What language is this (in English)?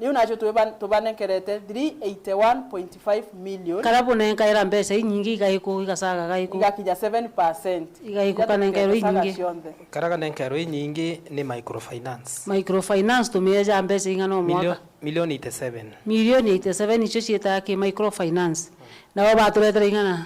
Meru